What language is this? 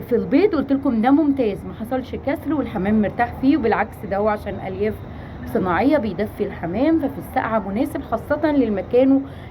Egyptian Arabic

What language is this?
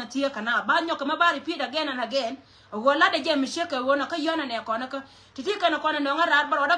Nuer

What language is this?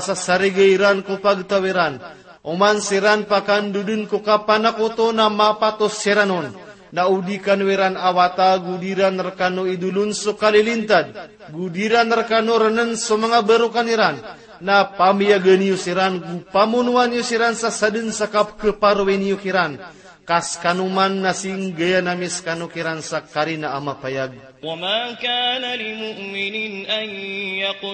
Maranao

